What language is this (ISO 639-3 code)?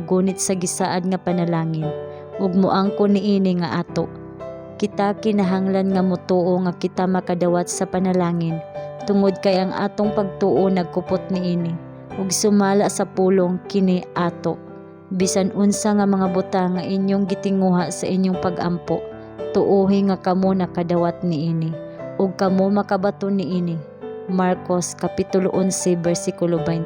ceb